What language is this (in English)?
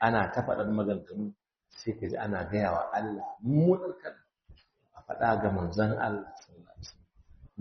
Hausa